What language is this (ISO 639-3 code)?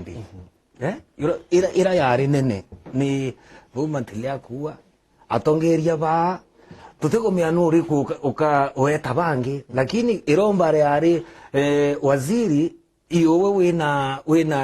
mer